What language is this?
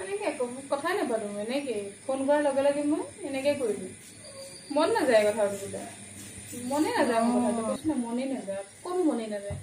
Assamese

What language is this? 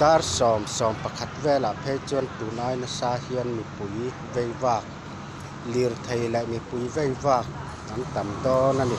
Mizo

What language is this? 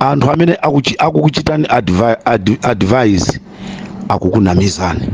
Nyanja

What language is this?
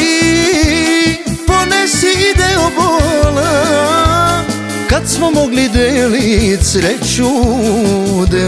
Serbian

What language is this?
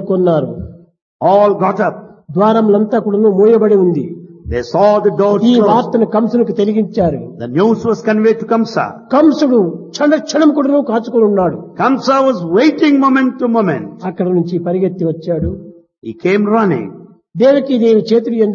Telugu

